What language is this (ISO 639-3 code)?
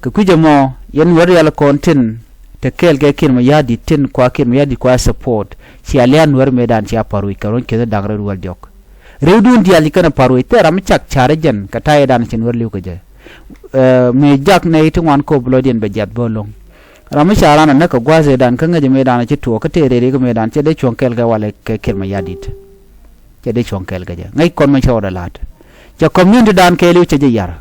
nus